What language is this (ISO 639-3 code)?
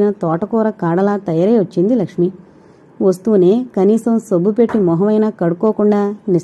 tel